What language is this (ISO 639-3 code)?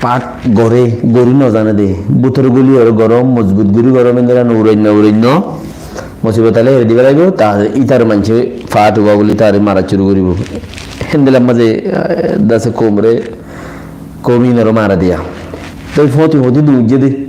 rhg